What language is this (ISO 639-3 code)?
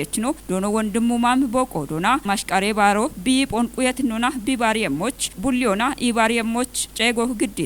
kbr